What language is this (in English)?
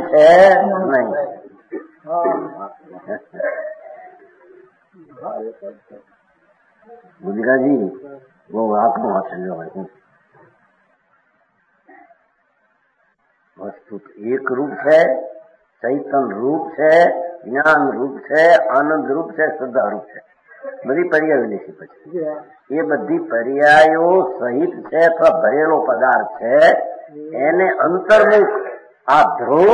Gujarati